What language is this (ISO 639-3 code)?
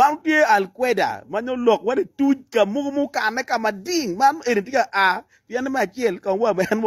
ach